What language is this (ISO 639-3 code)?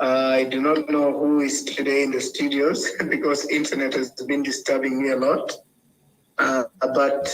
ach